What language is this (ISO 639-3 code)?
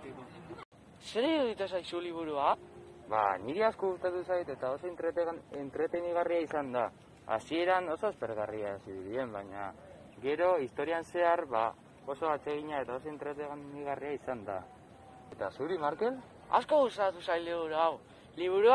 eus